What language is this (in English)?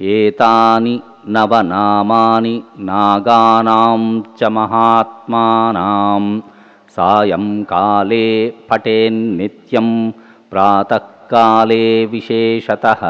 Sanskrit